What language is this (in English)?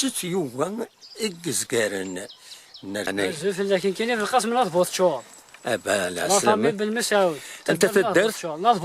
Kabyle